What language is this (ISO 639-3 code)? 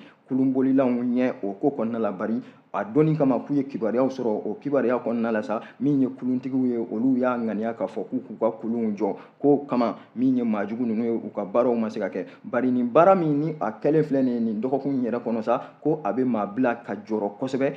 bam